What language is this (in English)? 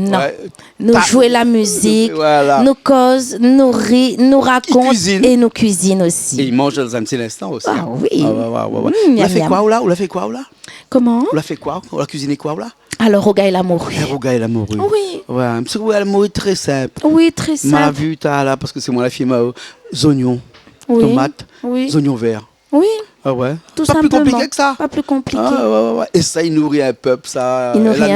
Réunion Creole French